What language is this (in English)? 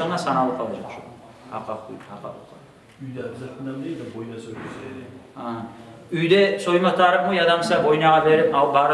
Kumyk